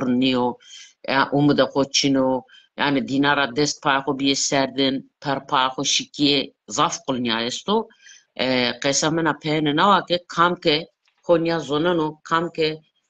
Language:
Zaza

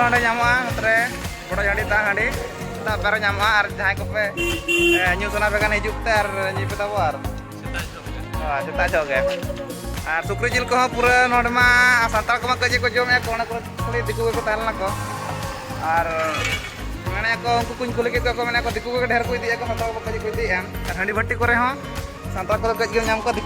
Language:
Santali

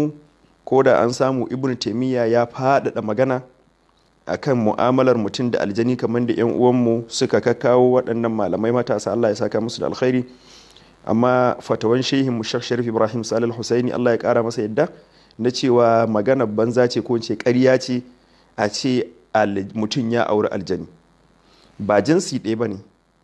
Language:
Hausa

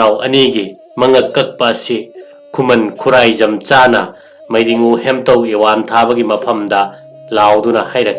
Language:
Manipuri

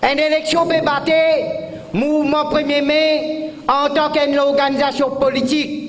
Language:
Morisyen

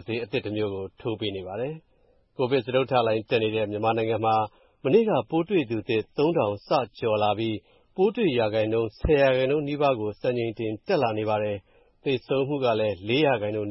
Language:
Burmese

